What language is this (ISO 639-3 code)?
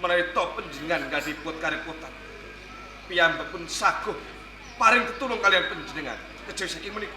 jav